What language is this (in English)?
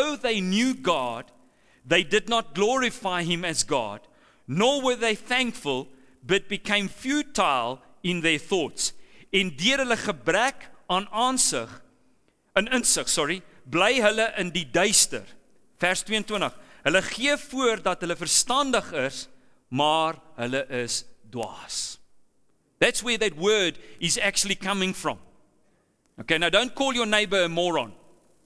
Afrikaans